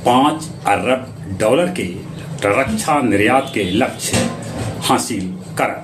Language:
Magahi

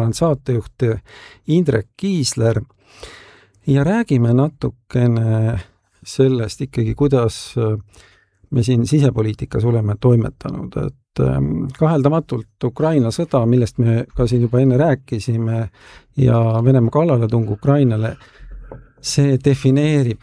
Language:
Estonian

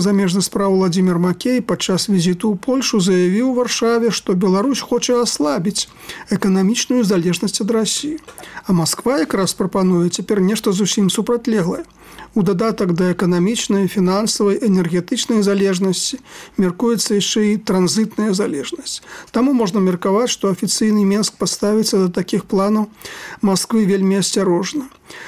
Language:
Belarusian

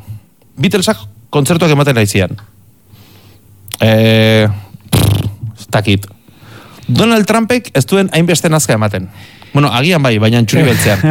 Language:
Basque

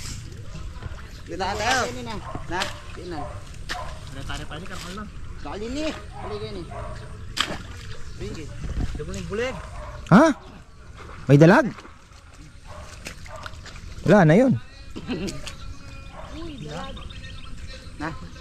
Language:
Filipino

